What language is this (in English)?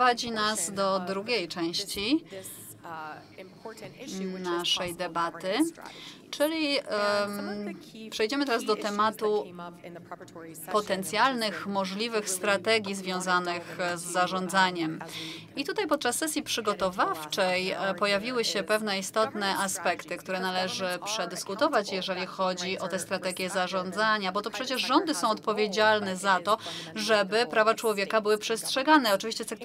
Polish